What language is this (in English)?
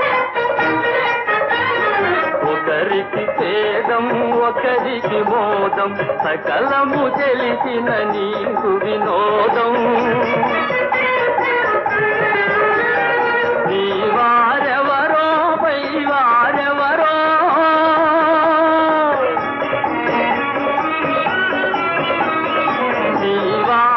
Telugu